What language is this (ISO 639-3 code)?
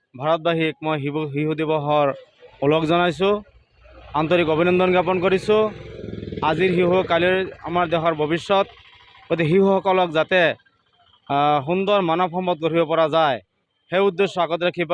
asm